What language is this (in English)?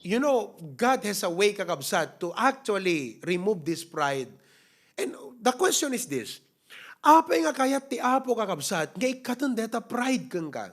Iloko